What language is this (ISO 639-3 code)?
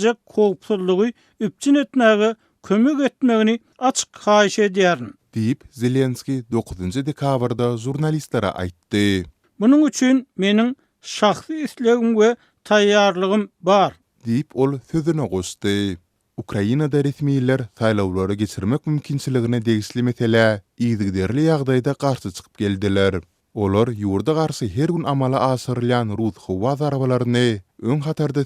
tuk